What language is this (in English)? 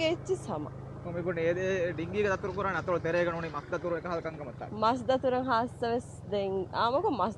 Divehi